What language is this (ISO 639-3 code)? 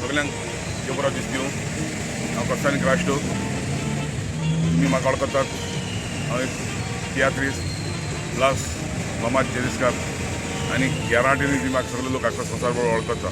kok